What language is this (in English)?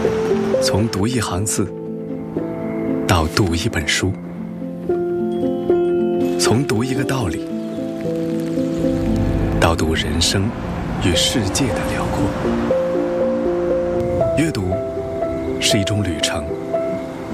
Chinese